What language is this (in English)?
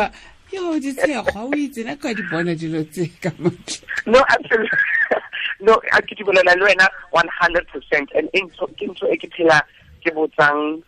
Tswana